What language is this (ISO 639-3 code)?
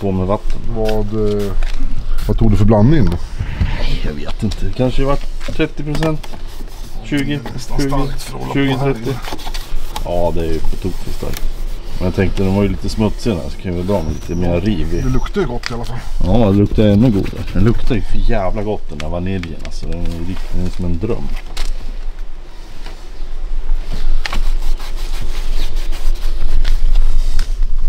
swe